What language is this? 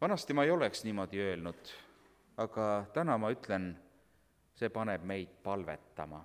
Estonian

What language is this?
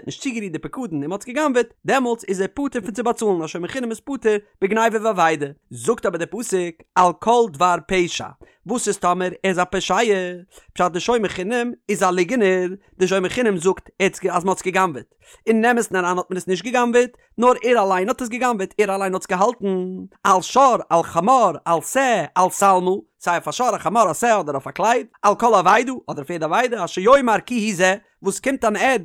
Yiddish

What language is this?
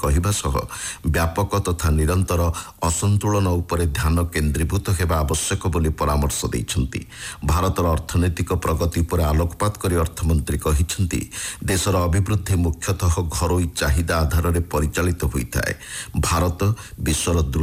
Odia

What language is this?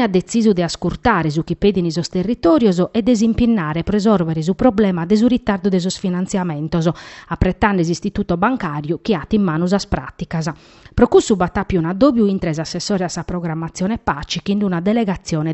Sardinian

